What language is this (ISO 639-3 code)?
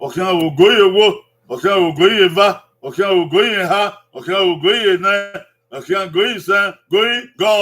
bin